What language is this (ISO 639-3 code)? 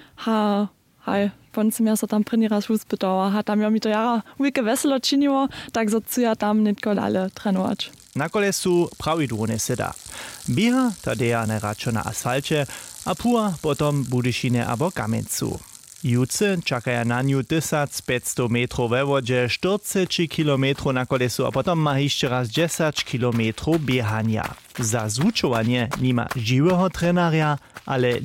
hsb